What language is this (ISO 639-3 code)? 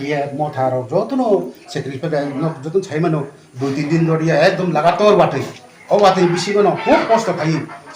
trp